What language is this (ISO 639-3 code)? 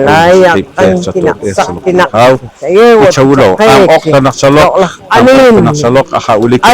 poh